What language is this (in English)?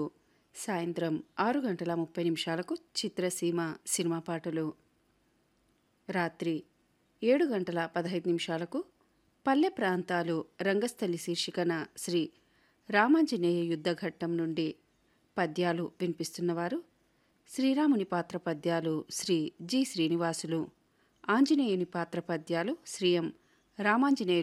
Telugu